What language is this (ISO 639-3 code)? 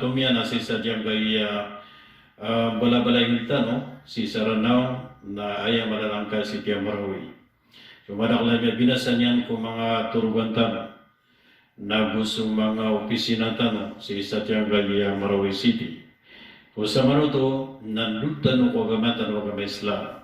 mrw